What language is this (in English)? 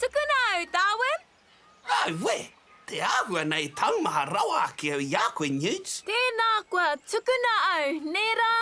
Māori